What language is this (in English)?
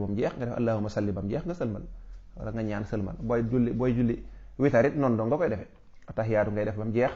Wolof